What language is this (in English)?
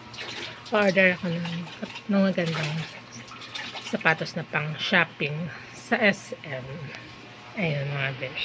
Filipino